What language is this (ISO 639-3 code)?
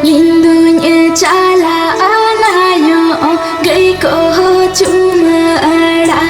sat